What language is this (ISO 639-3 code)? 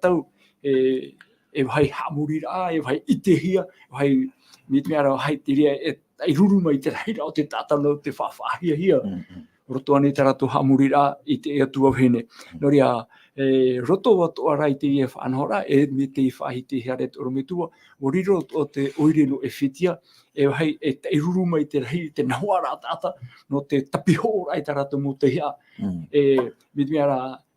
tah